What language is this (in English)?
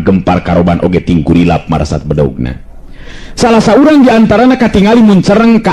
Sundanese